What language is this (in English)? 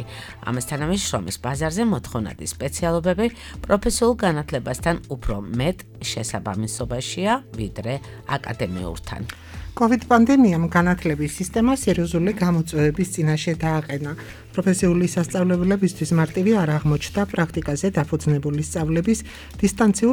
Georgian